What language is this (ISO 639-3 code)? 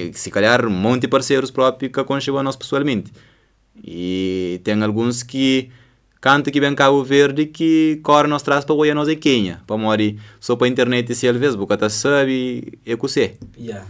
kea